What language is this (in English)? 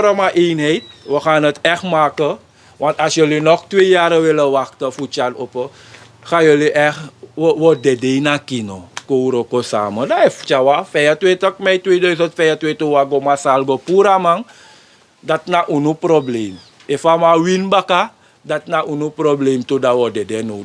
Sranan Tongo